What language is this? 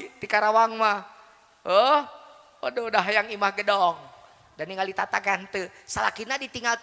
Sundanese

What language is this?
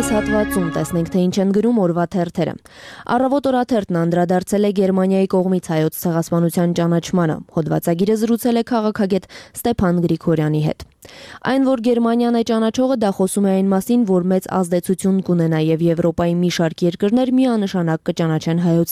Armenian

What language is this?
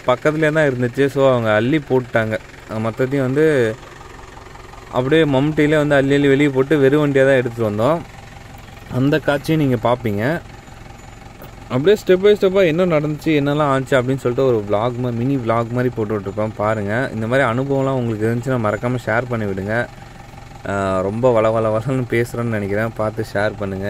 Tamil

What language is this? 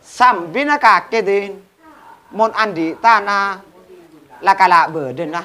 Madurese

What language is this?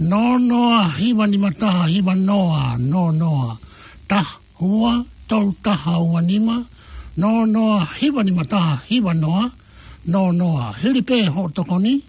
Tongan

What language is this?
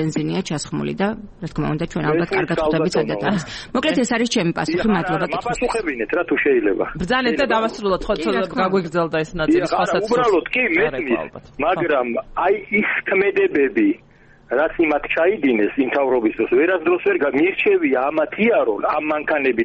Georgian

